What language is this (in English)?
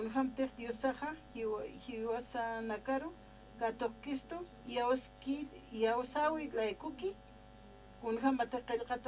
Aymara